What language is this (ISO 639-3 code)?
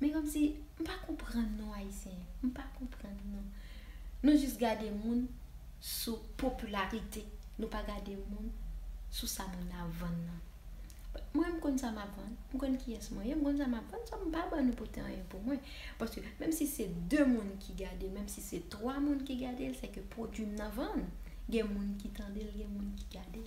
hat